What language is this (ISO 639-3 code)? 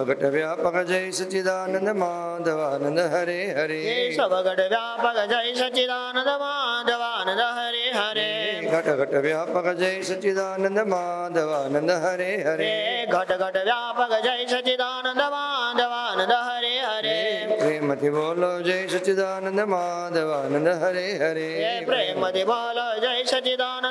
guj